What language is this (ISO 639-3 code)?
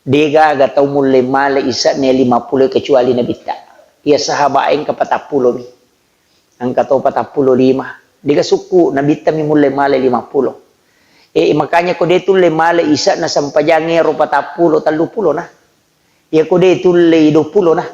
bug